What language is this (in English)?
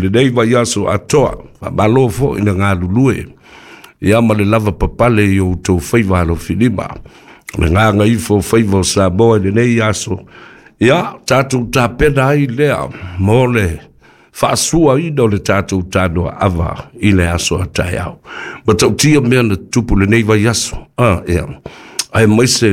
Samoan